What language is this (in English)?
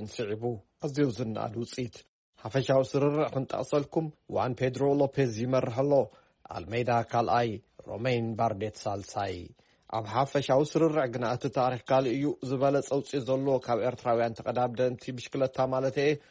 Tigrinya